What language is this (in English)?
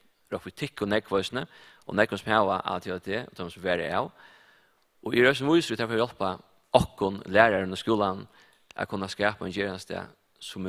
Faroese